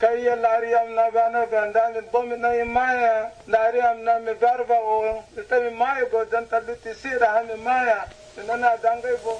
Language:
Nigerian Fulfulde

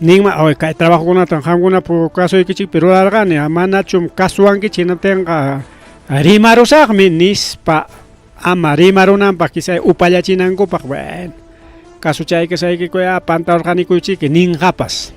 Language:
Ayacucho Quechua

